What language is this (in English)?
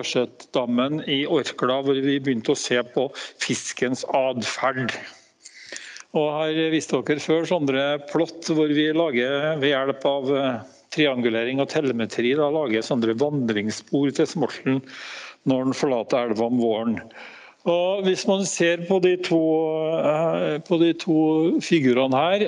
Norwegian